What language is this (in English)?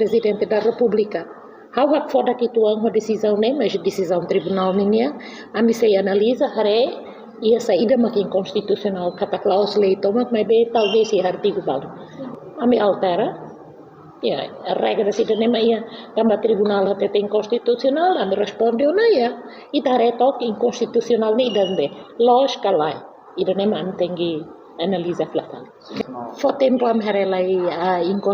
Tetum